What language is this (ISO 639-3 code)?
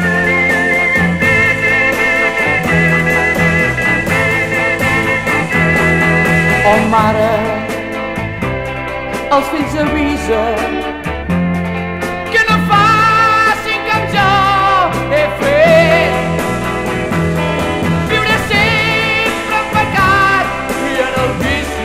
cat